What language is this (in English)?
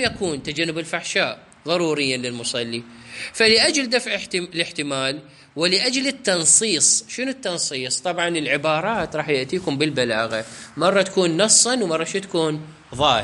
Mesopotamian Arabic